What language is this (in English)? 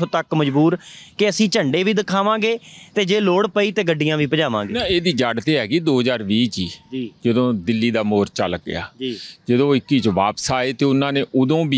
Punjabi